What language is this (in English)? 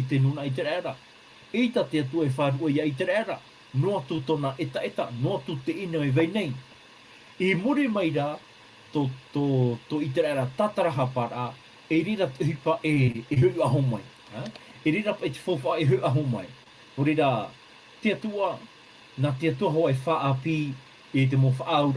Tahitian